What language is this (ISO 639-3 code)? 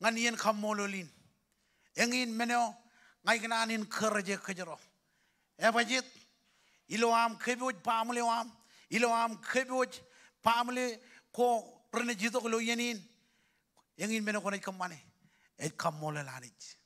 mah